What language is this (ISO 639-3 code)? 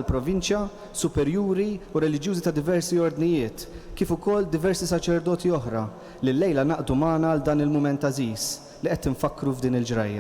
mlt